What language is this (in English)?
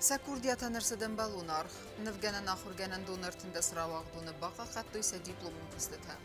Ossetic